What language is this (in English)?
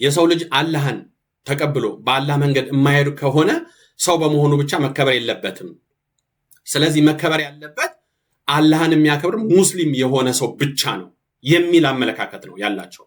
Amharic